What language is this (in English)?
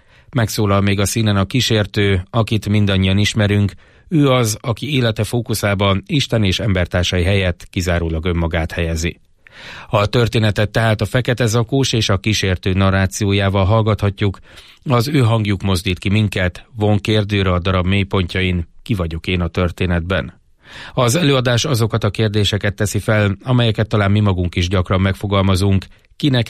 Hungarian